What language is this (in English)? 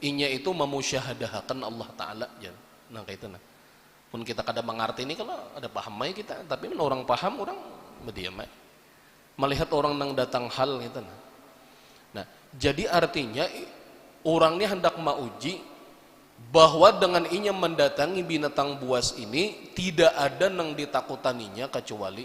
Banjar